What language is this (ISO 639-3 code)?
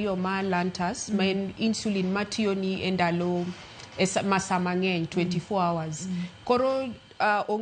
luo